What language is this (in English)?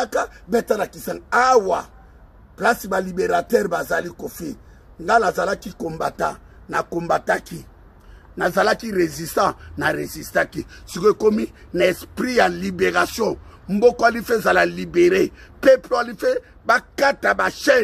Lingala